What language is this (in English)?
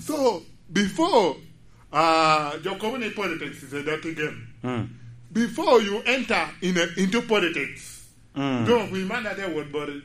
Lango (Uganda)